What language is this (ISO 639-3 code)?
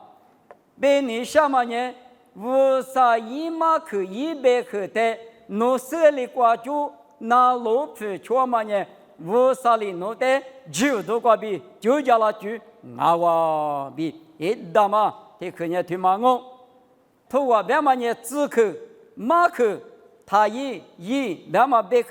lis